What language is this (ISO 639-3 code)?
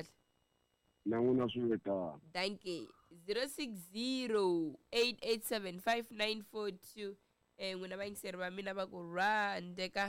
tso